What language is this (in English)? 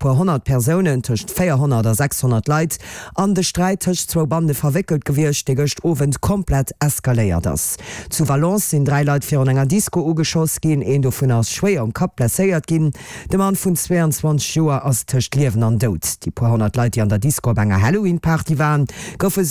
Luxembourgish